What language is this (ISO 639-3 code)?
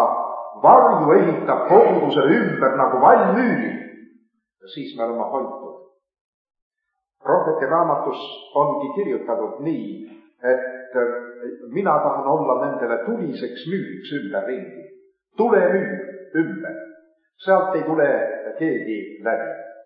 est